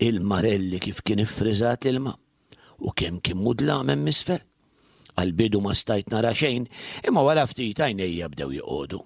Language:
Maltese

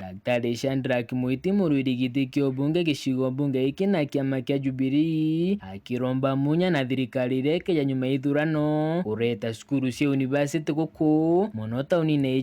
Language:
Meru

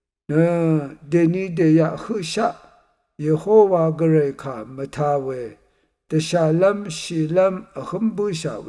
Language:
Rawang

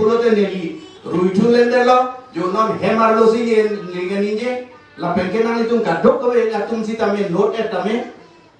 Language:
Karbi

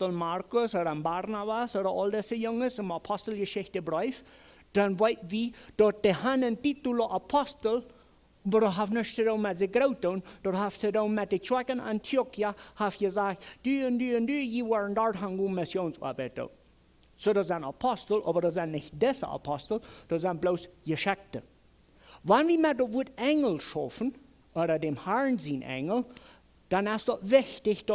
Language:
Plautdietsch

